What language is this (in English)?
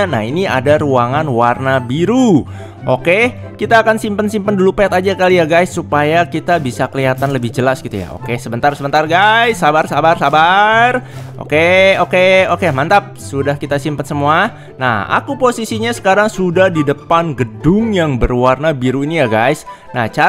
Indonesian